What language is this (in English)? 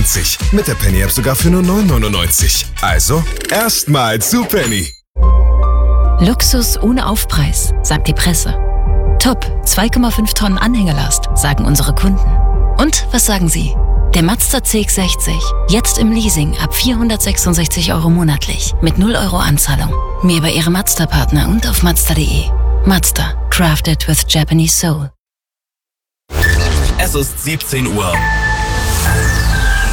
German